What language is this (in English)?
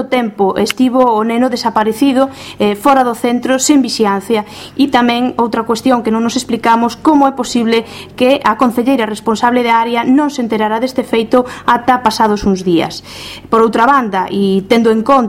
Galician